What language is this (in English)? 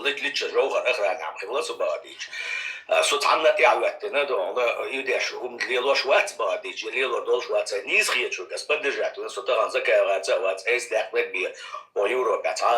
Chechen